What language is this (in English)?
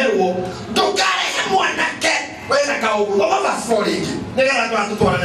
Kikuyu